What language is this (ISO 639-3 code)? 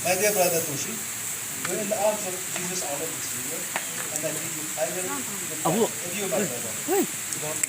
yim